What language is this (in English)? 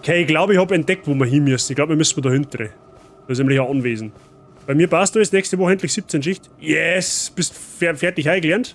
Bavarian